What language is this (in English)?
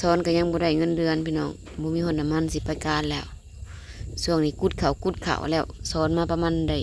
Lao